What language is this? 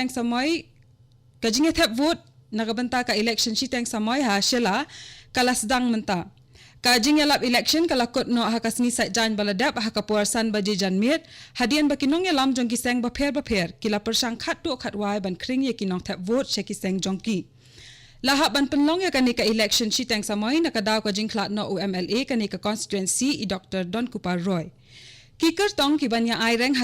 Khasi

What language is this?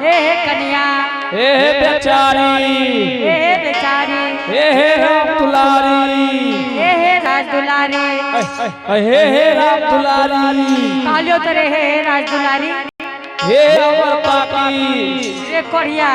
Angika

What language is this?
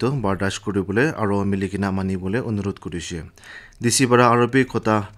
Naga Pidgin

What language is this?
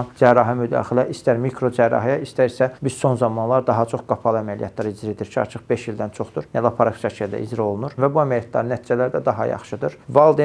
Azerbaijani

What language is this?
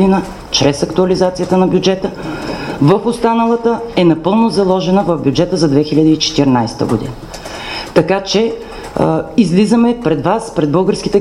Bulgarian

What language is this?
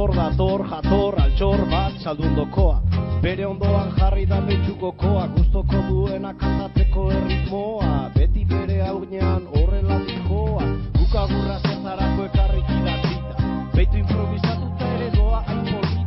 Basque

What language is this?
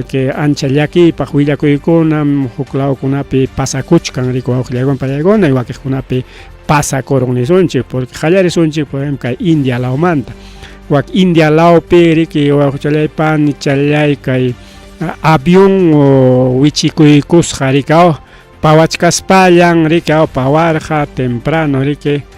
Ayacucho Quechua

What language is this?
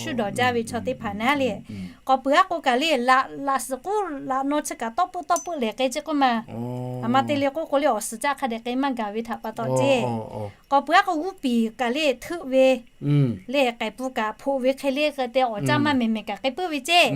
Lahu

